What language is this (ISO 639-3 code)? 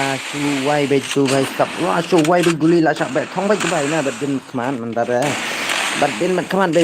kha